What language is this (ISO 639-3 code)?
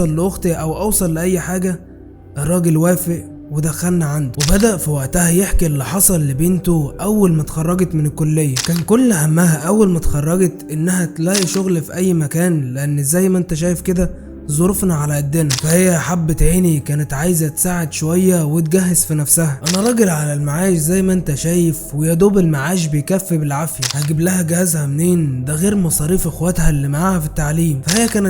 arz